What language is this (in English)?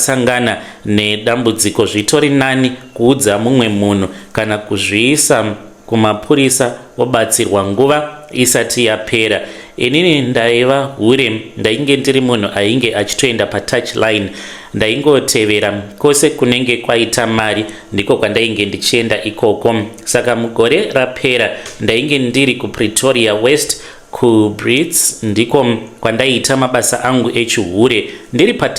Shona